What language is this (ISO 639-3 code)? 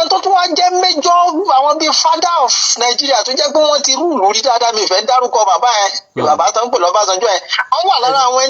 yor